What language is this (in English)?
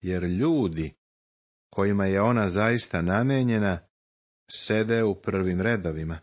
Serbian